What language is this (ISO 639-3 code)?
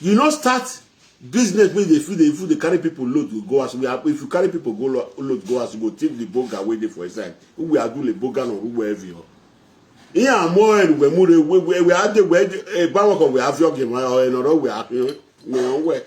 pcm